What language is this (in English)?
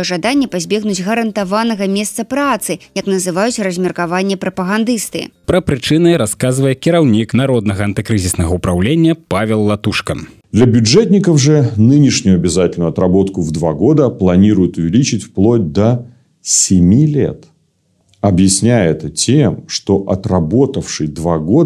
Belarusian